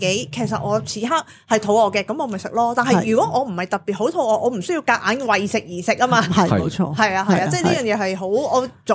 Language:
Cantonese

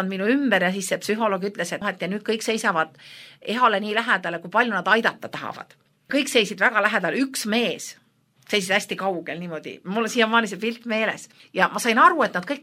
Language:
Estonian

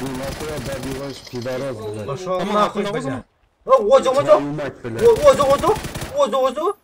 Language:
Yakut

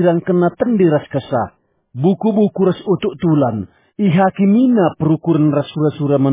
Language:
Batak Karo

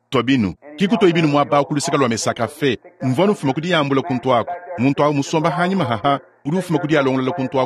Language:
Luba-Lulua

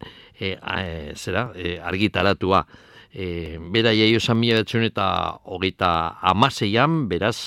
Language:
Basque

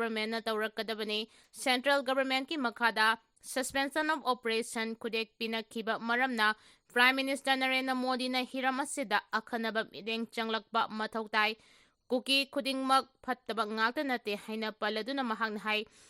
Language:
Manipuri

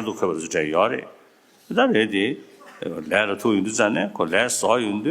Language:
Tibetan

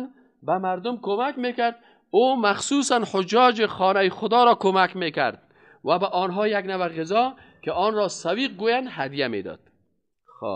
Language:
Persian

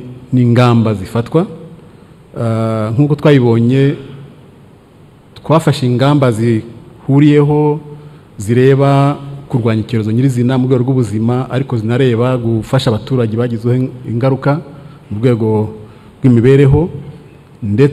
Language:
Kinyarwanda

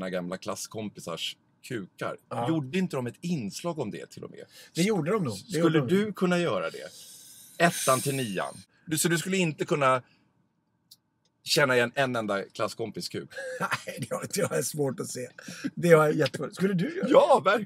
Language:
Swedish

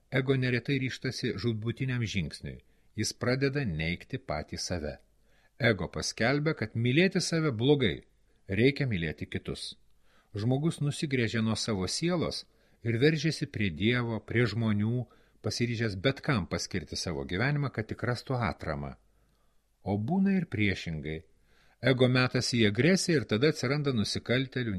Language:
Lithuanian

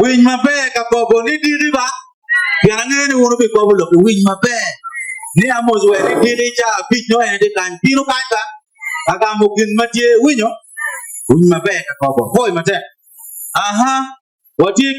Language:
Acoli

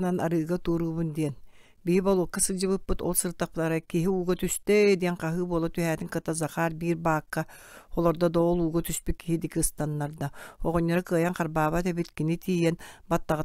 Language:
Yakut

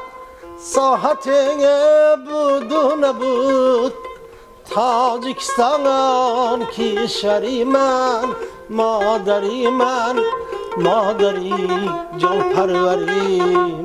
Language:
Tajik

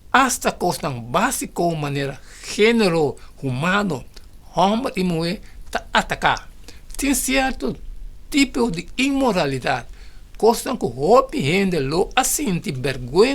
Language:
Papiamento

